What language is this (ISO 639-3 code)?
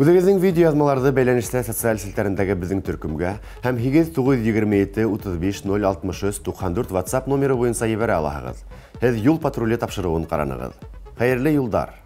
bak